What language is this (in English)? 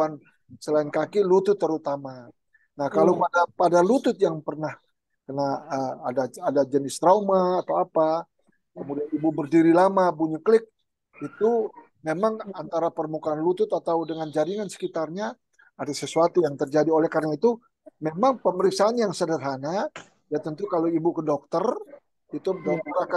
Indonesian